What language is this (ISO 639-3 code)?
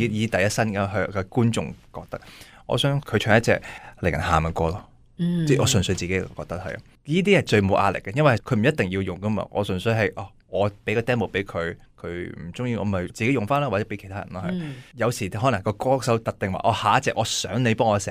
yue